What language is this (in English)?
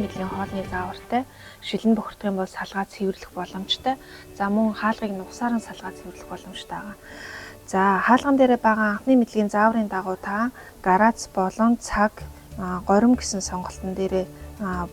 Mongolian